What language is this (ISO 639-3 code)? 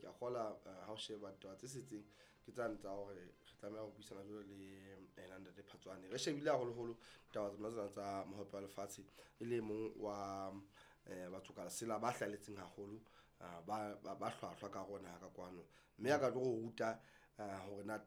sot